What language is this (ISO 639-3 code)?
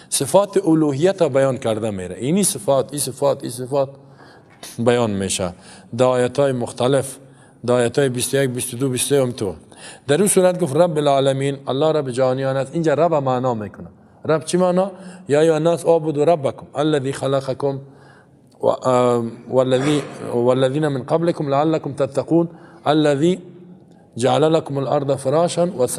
fas